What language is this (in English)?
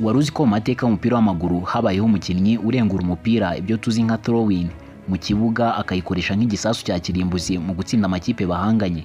Kinyarwanda